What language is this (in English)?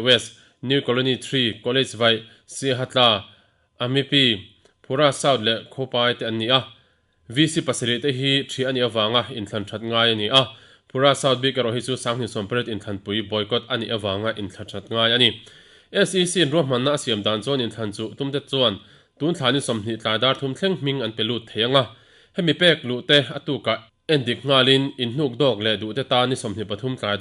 Mizo